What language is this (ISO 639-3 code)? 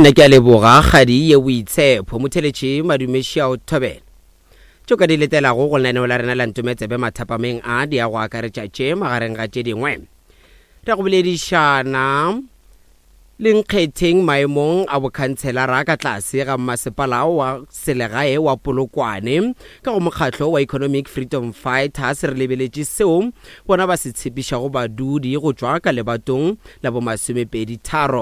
nso